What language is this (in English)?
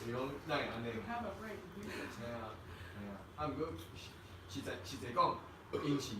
Min Nan Chinese